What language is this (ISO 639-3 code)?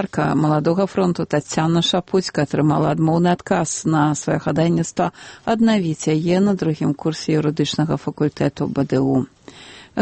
bel